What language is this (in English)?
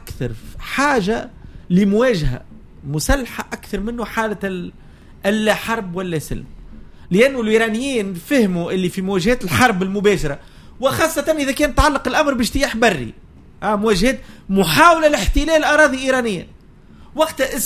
Tunisian Arabic